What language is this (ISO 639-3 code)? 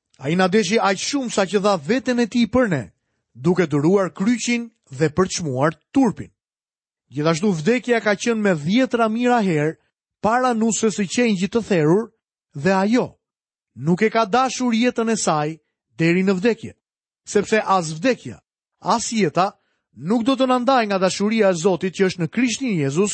sqi